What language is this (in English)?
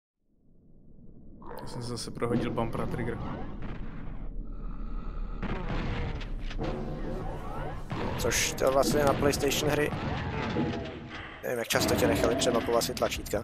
Czech